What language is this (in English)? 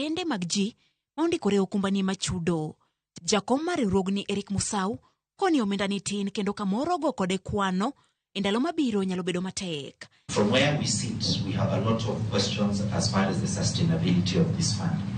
Luo (Kenya and Tanzania)